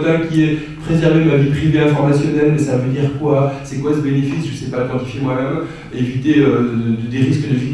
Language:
French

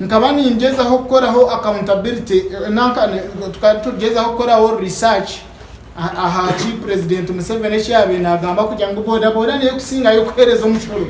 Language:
Nyankole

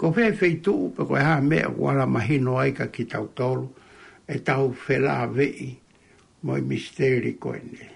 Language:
Tongan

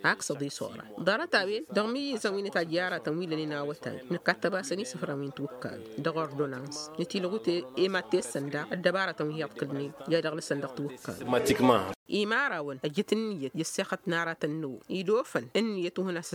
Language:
Tamasheq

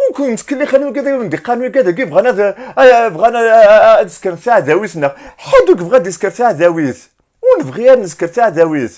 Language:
Kabyle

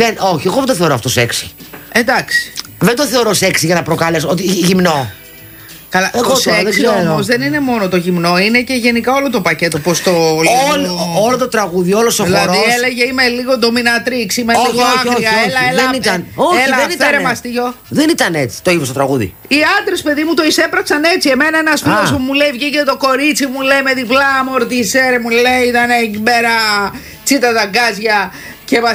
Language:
Greek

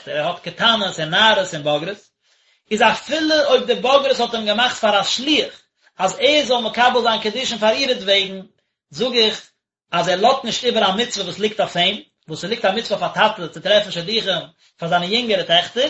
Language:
Yiddish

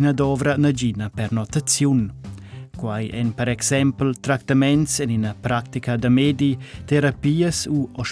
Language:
Romansh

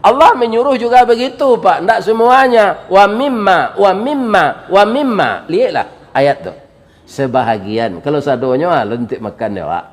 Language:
Minangkabau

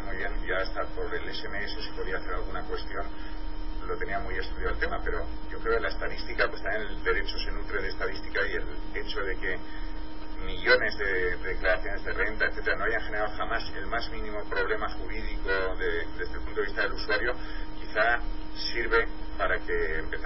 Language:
Spanish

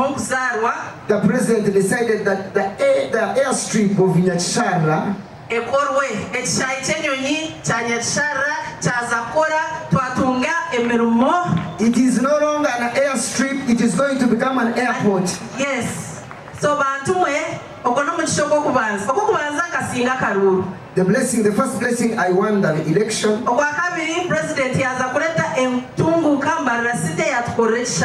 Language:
Nyankole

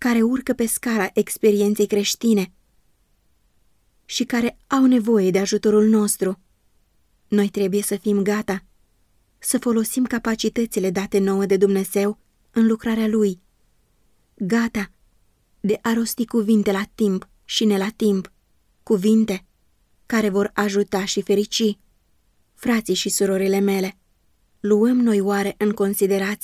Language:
Romanian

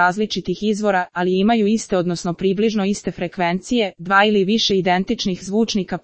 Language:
Serbian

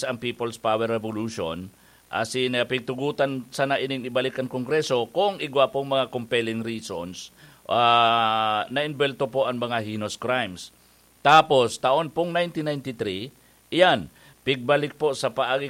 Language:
Bikol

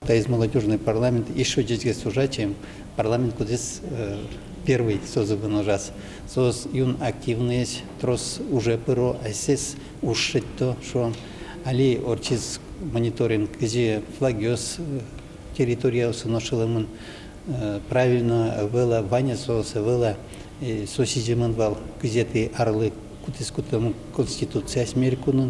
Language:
Udmurt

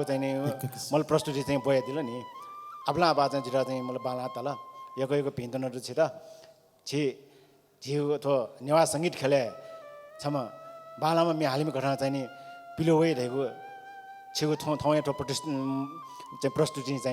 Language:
Newari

